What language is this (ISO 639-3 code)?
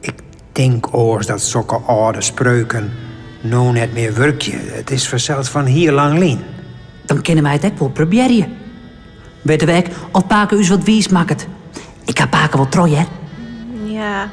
fry